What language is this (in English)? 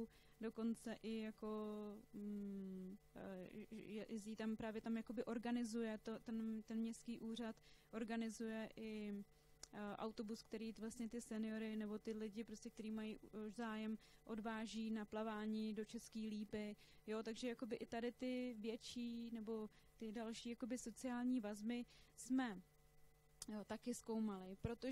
Czech